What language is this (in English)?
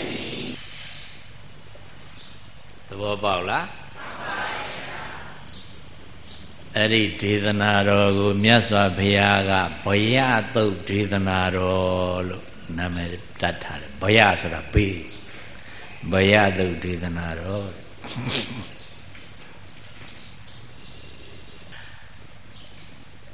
Burmese